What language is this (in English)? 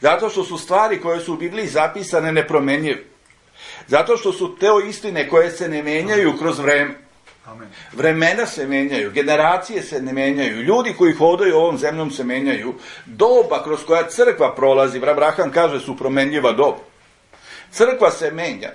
Serbian